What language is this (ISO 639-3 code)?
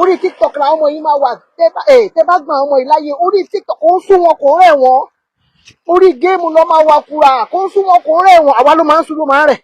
yor